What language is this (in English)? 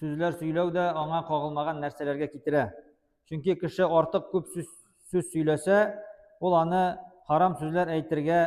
Tatar